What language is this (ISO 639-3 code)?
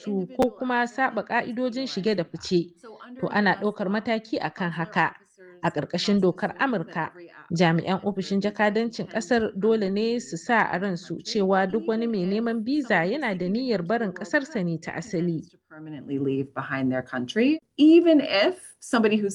hau